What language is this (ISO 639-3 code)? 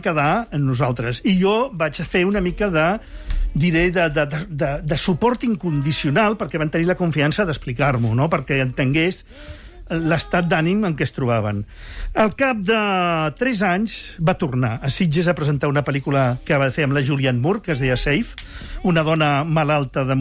cat